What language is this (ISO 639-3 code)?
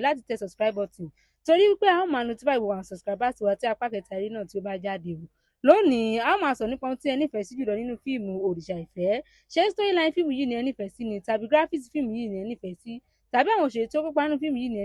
yor